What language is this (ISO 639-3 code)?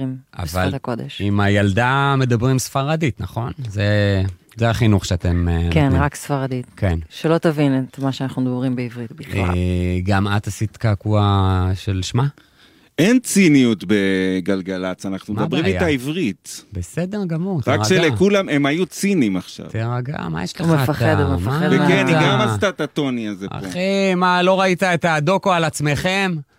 heb